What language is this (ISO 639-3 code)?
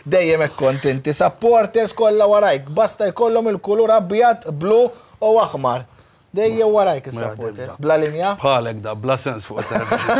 mlt